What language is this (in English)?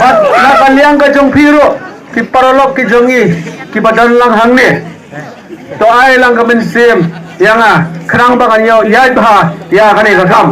Khasi